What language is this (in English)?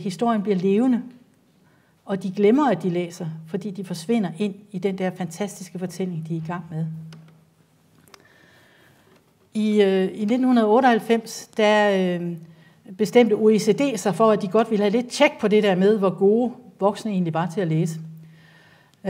Danish